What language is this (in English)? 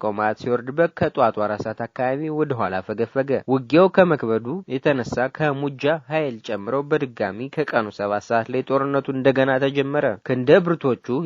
Amharic